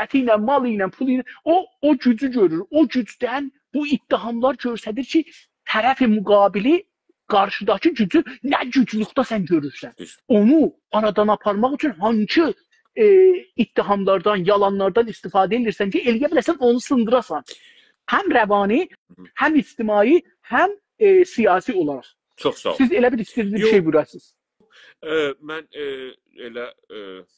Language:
South Azerbaijani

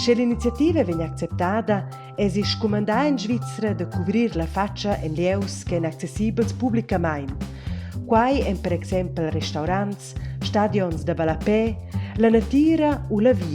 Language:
Romansh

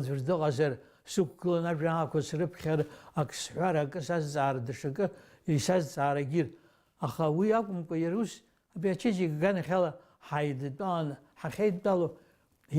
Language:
Abkhazian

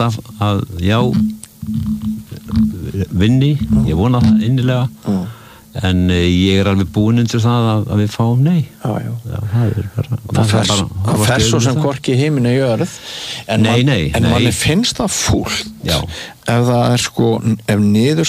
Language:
Icelandic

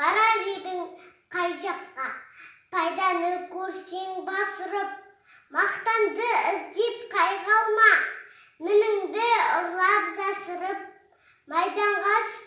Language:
Kazakh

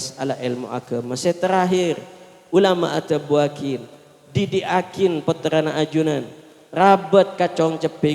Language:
Madurese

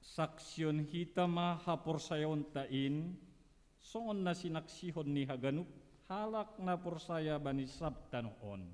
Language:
Batak Simalungun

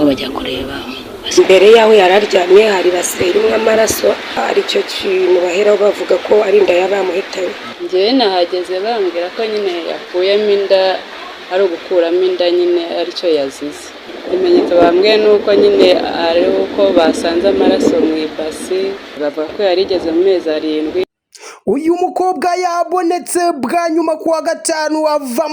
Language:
Kinyarwanda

